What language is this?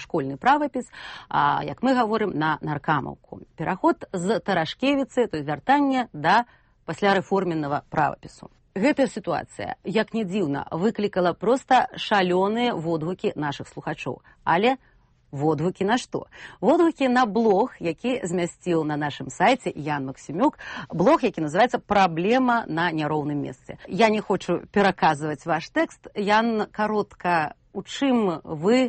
Belarusian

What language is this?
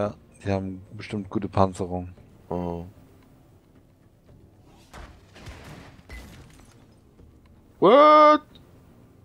German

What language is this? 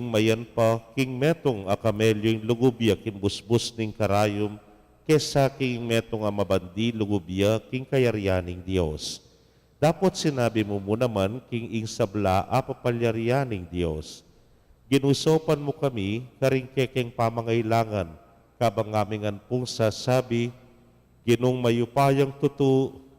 Pampanga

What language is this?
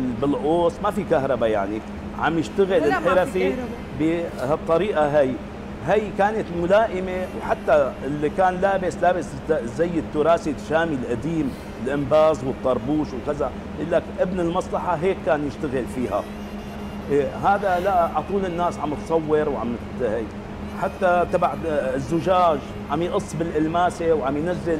North Levantine Arabic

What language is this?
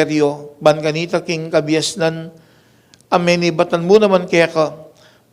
Pampanga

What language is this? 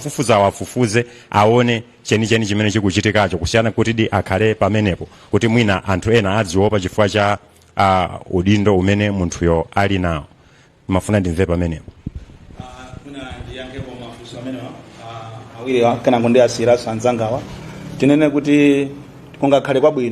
Nyanja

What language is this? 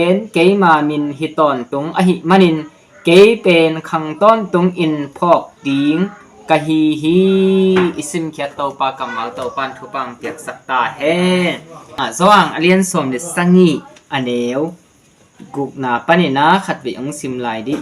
Tedim Chin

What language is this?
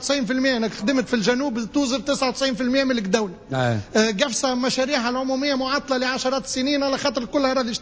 Tunisian Arabic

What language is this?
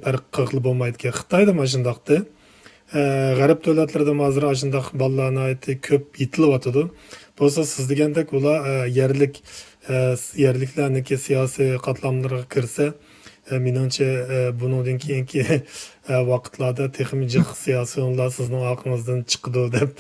Uyghur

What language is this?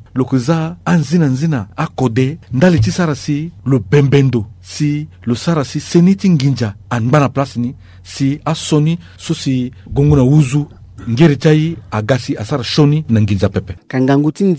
Sango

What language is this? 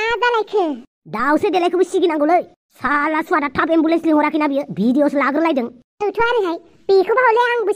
Bodo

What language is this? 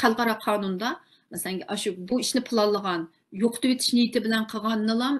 Uyghur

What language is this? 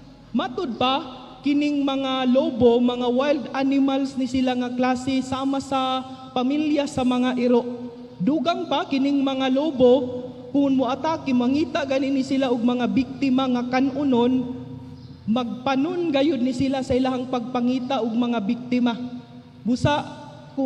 Cebuano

